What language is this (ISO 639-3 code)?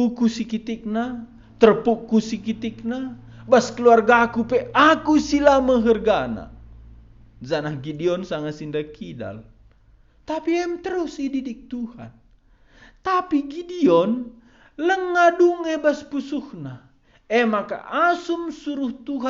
btx